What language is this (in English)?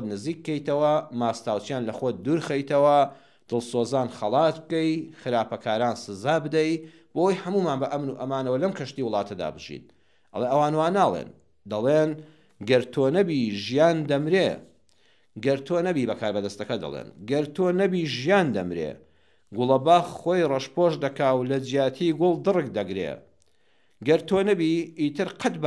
Central Kurdish